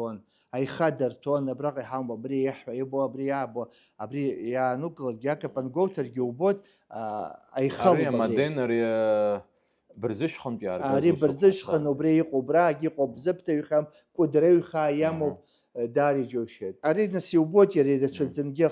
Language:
Abkhazian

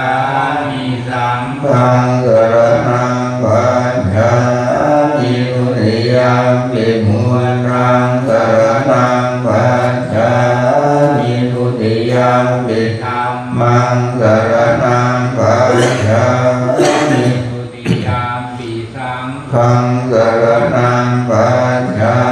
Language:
Pali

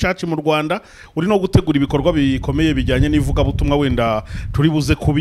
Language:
Kinyarwanda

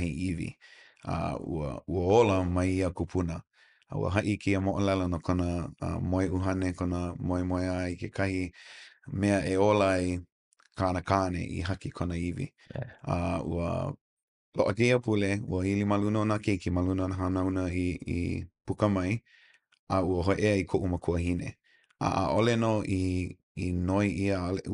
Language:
Hawaiian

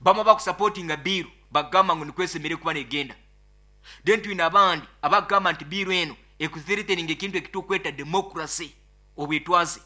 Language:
Nyoro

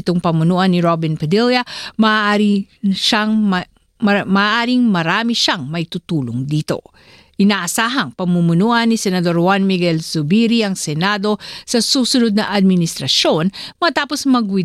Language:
Filipino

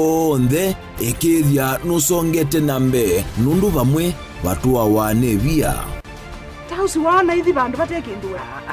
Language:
Kamba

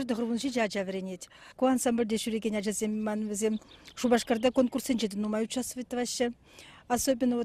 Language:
Chuvash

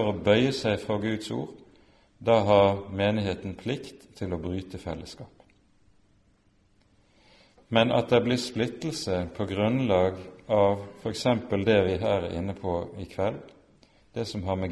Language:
Norwegian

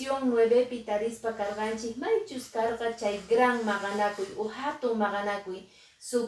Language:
Quechua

